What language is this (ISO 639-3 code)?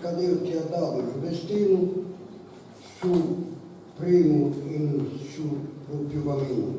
srd